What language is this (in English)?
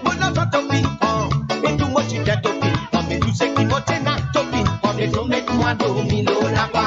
Morisyen